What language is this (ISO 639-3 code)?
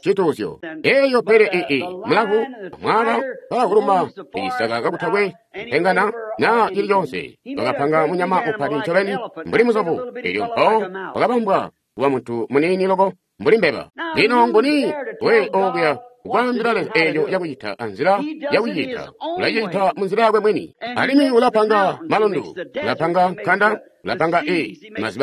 toi